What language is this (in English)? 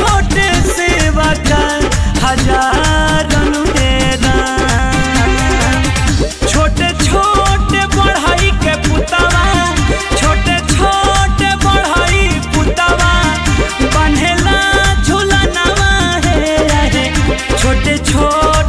Bhojpuri